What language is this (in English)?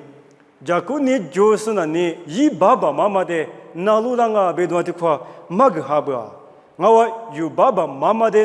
Lisu